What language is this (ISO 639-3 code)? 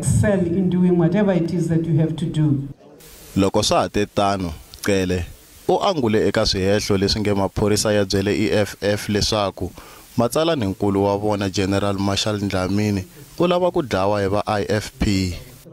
tso